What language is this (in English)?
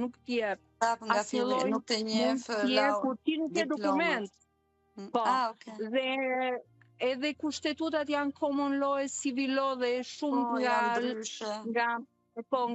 Albanian